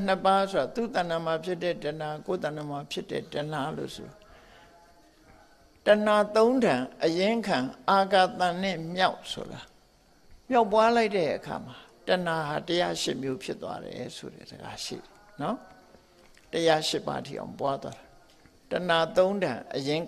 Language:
Burmese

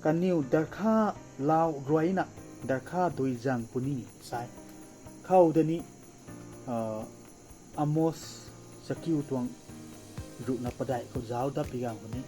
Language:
Rongmei Naga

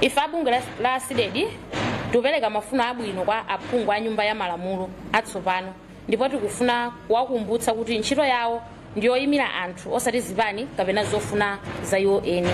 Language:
Nyanja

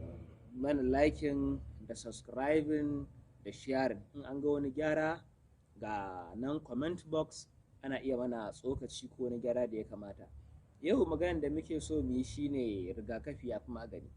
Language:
Hausa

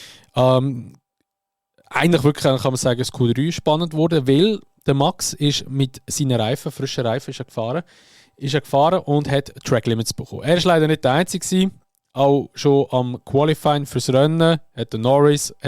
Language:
Swiss German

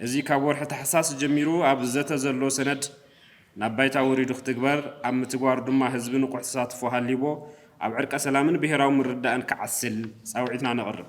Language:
Tigrinya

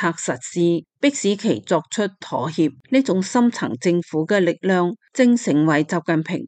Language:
Cantonese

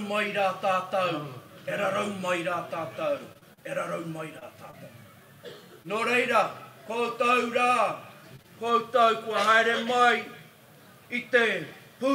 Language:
Māori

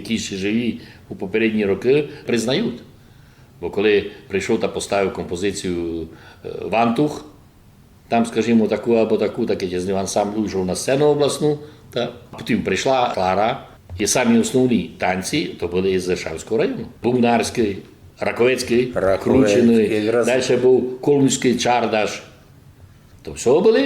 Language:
Rusyn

